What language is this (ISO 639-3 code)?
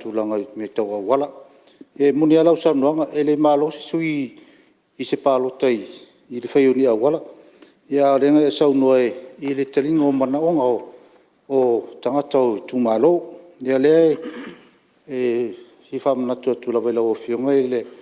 smo